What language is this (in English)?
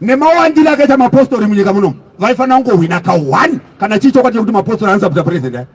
Shona